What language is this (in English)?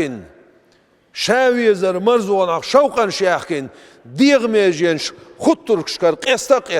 Chechen